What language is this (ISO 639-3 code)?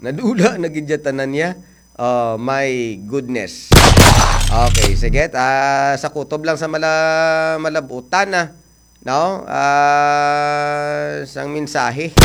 hil